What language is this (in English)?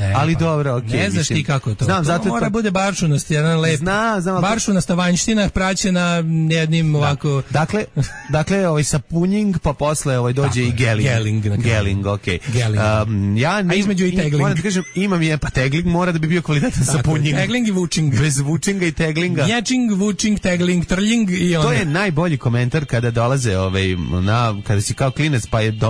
Serbian